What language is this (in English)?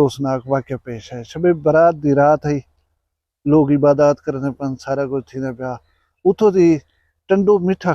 Saraiki